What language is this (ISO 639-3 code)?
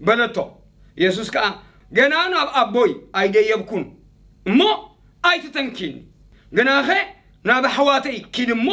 tir